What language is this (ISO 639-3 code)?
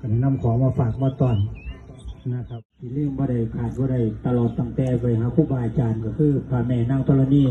lao